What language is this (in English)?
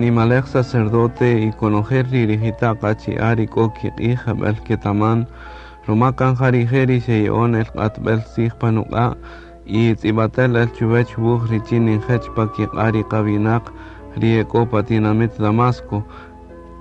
Kaqchikel